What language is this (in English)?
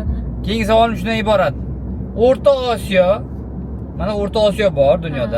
Uzbek